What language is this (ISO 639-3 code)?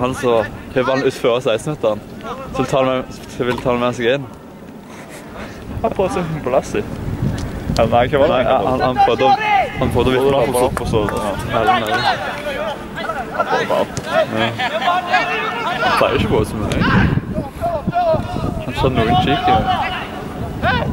nor